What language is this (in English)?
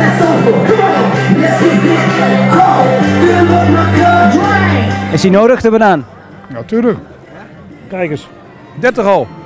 Dutch